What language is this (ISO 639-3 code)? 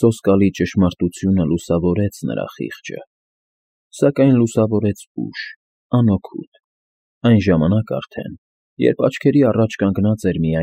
hye